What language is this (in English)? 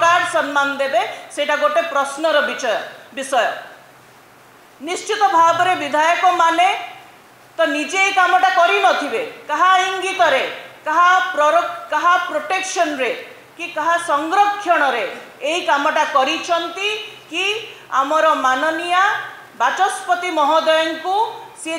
Odia